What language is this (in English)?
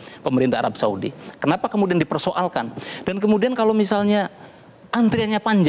Indonesian